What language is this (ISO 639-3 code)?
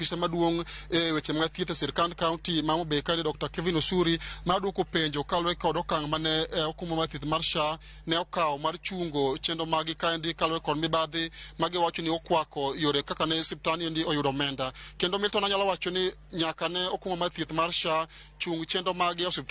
luo